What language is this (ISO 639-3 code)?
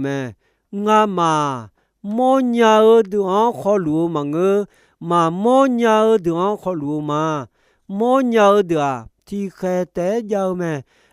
ahk